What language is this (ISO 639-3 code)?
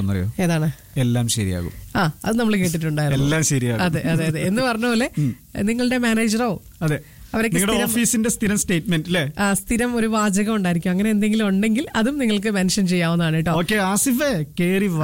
mal